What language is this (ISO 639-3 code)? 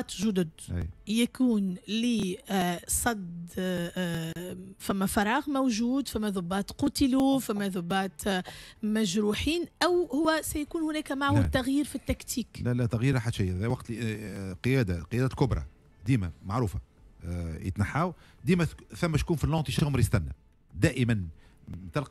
aeb